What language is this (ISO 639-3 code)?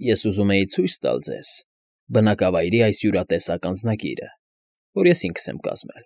hye